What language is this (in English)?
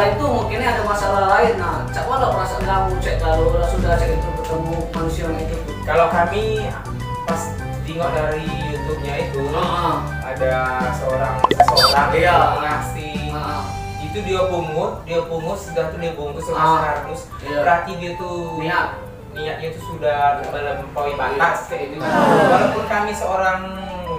Musi